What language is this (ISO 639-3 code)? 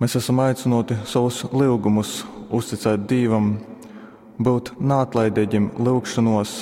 ltg